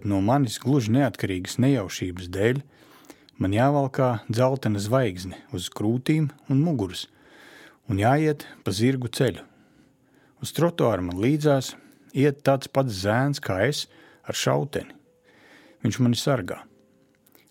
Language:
Latvian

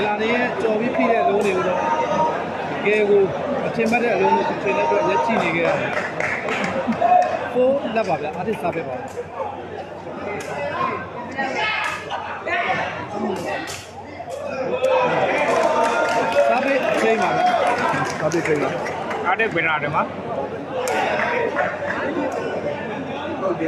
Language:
Burmese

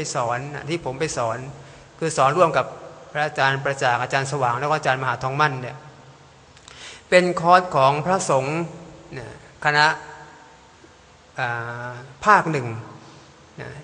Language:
Thai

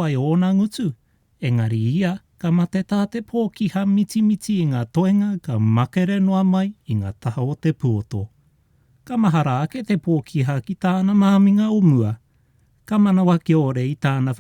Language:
Māori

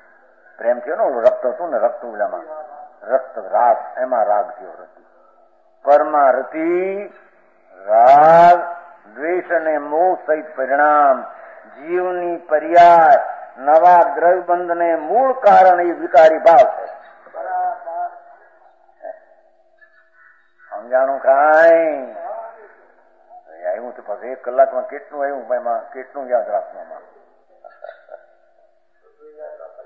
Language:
Gujarati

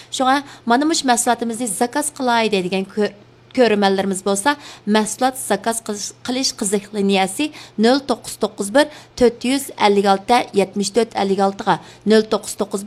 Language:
Uyghur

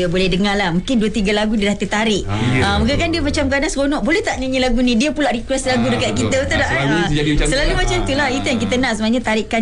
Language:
Malay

